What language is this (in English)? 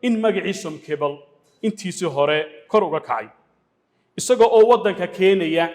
Somali